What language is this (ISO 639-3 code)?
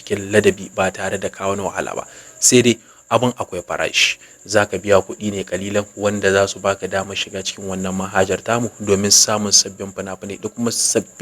hau